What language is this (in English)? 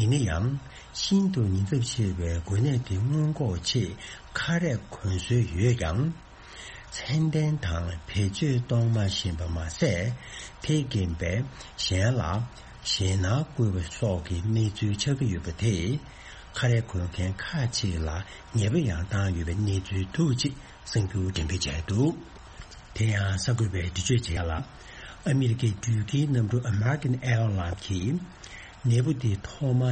Tibetan